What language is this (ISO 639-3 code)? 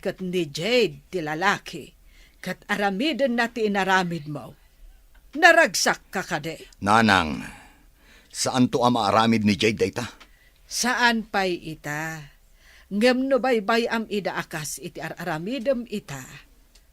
ilo